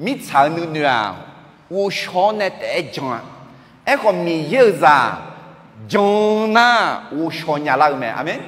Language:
Akha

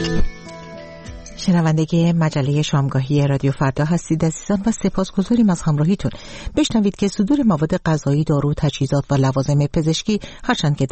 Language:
Persian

